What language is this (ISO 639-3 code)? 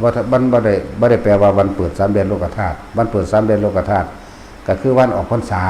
tts